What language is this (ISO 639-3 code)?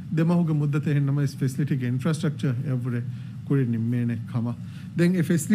div